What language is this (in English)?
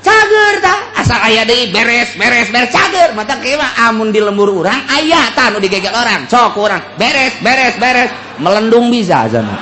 Sundanese